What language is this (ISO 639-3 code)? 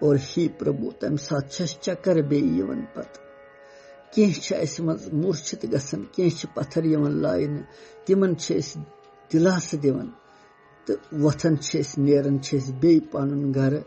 kas